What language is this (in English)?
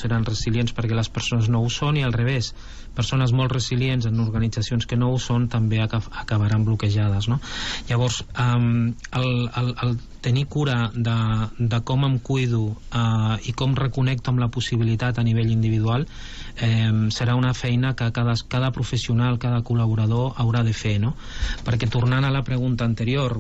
Catalan